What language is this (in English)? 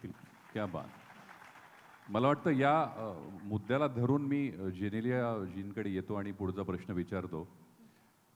Marathi